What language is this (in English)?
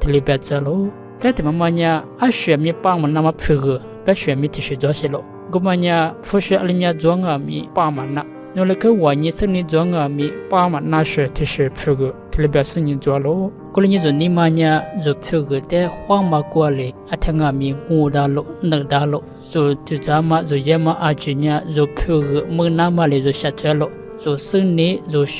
Lisu